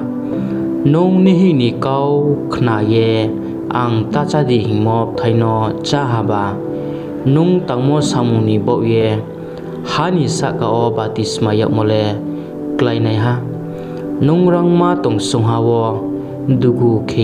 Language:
Riang (India)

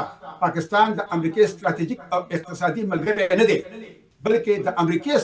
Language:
Pashto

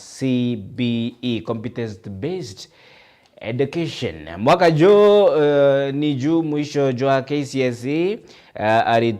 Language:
Meru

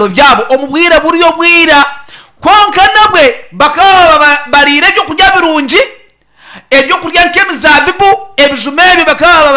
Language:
Nyankole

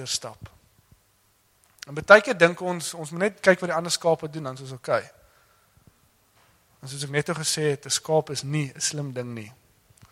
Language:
Afrikaans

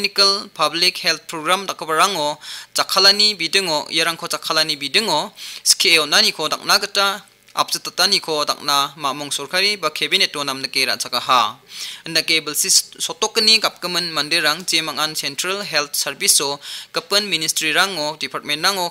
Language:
Garo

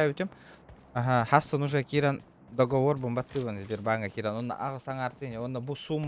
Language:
Yakut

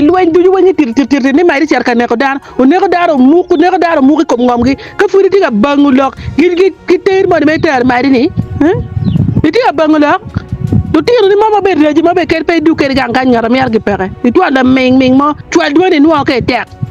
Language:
Acoli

